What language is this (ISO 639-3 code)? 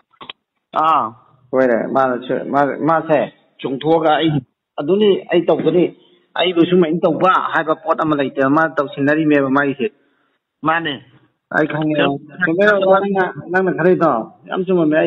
mni